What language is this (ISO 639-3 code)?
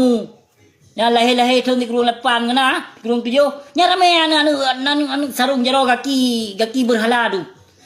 ace